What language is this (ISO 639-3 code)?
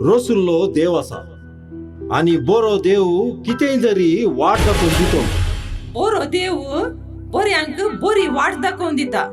kok